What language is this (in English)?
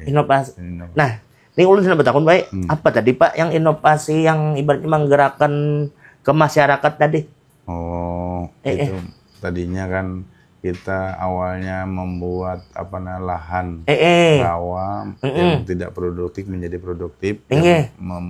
Banjar